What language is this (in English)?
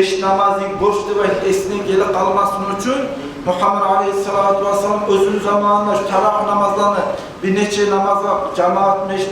Kumyk